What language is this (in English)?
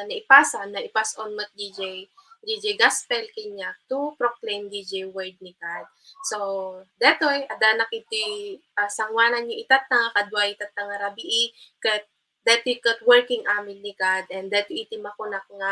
Iloko